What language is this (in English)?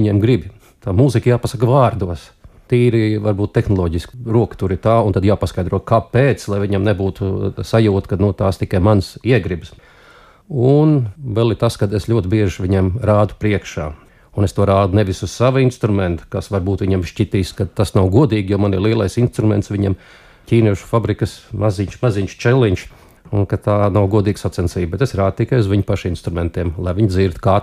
Latvian